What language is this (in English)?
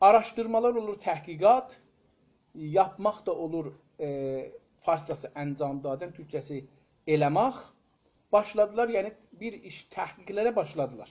South Azerbaijani